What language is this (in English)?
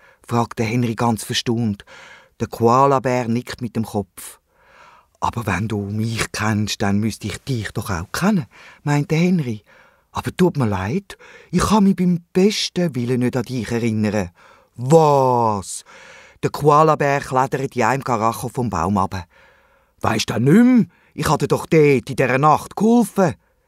Swiss German